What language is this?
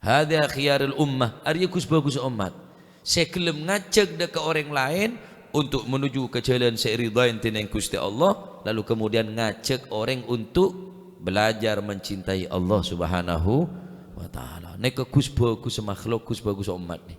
Madurese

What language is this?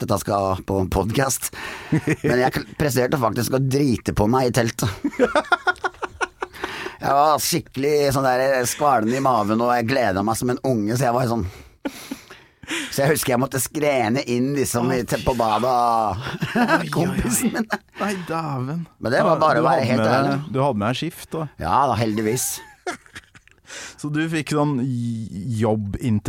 Norwegian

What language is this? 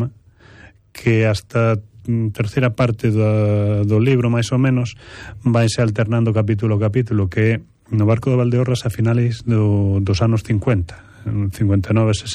Galician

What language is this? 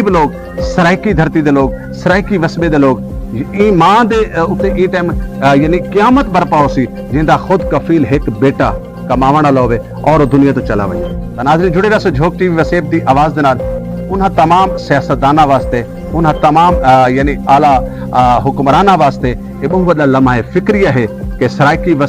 Saraiki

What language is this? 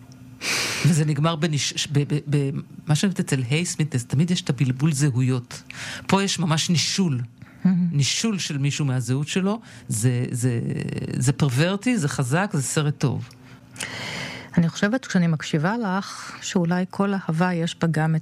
Hebrew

